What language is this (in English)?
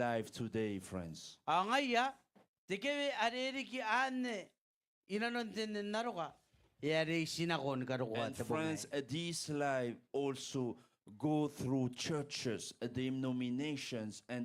Gilbertese